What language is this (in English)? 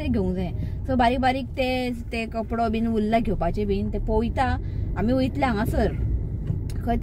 Konkani